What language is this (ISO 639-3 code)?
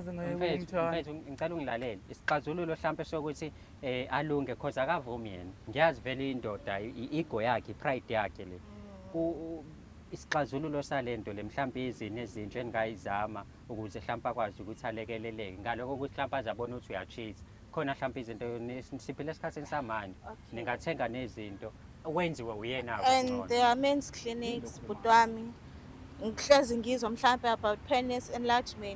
zul